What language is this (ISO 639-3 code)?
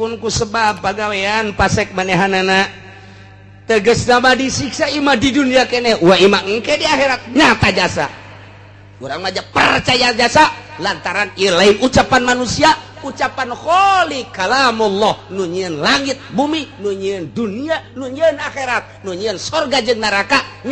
sun